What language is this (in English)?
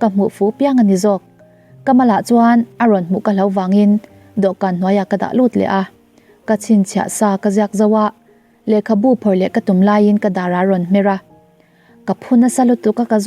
Mizo